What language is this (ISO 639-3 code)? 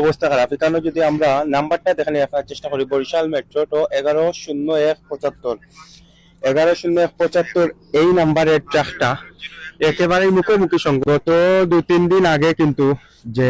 syl